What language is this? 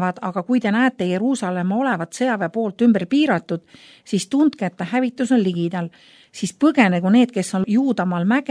Estonian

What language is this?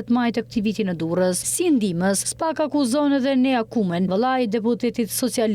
Albanian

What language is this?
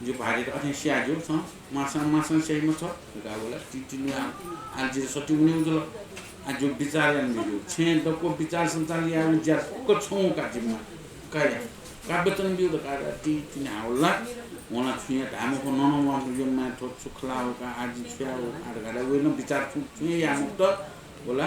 Newari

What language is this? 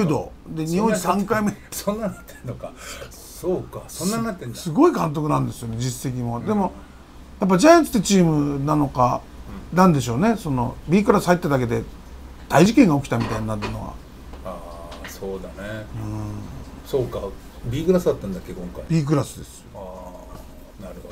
Japanese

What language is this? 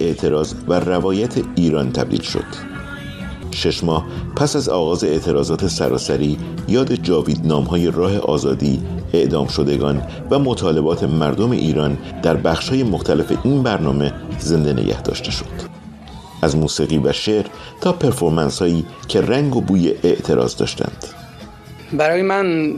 Persian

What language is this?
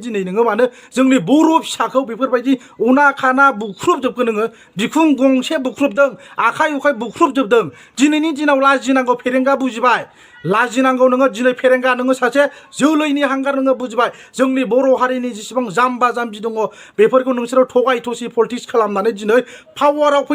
Bodo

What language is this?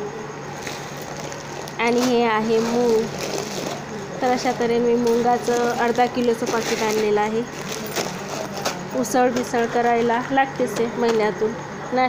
Marathi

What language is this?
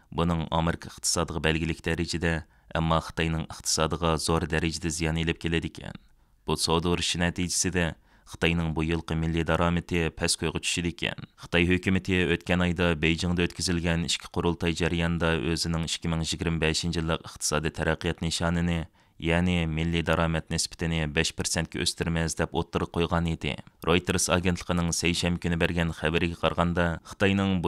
Uyghur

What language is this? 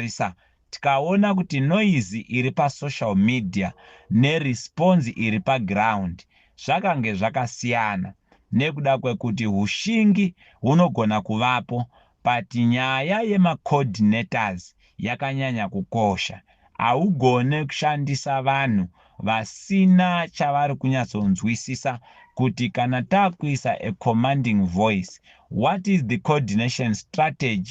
Shona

